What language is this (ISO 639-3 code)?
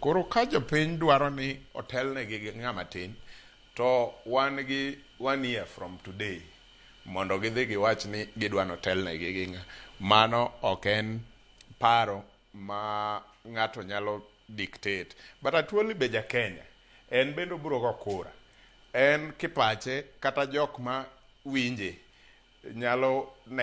luo